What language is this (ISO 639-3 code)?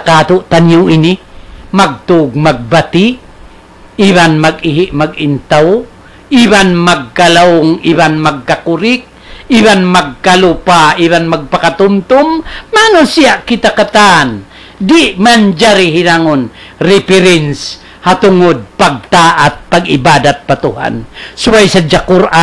tsg